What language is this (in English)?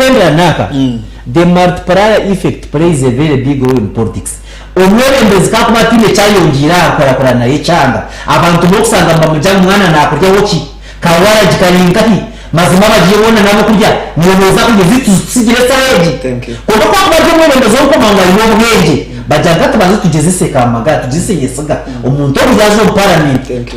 Nyankole